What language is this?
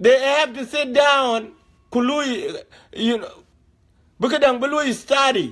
Dinka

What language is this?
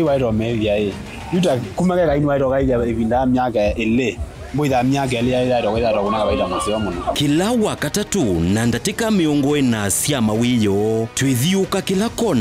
Kamba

